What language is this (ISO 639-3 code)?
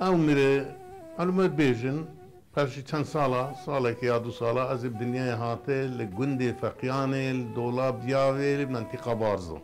kur